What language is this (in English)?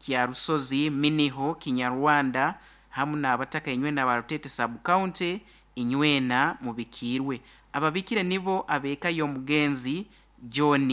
Nyoro